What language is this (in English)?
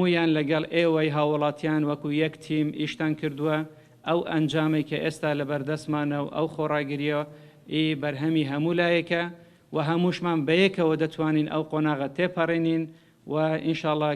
Central Kurdish